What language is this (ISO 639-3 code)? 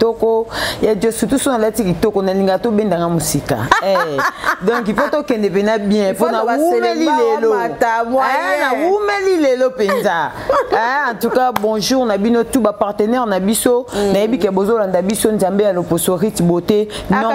lin